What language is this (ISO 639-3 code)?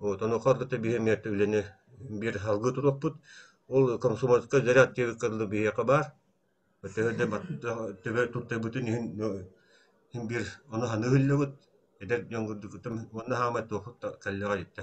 sah